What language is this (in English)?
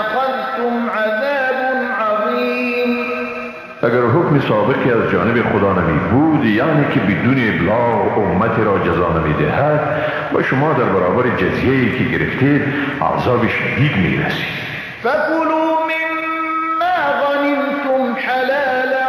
Persian